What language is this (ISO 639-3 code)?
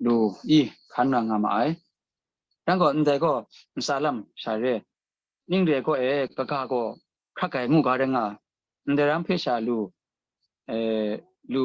kac